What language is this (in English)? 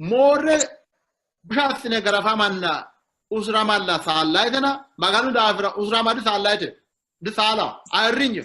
Sidamo